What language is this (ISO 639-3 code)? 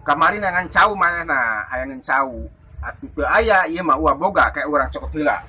sun